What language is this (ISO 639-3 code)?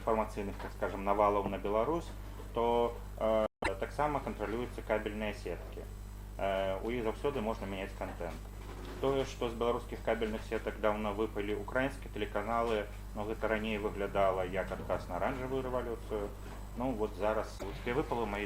bel